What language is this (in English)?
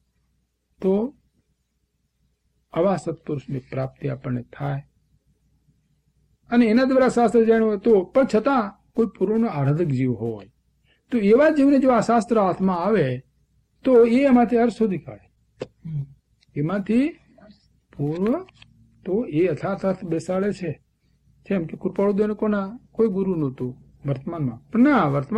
Gujarati